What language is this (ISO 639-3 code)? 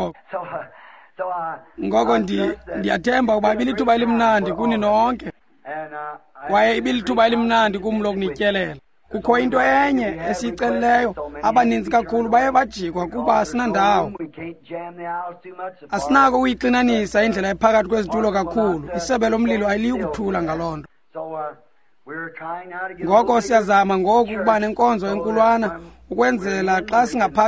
xho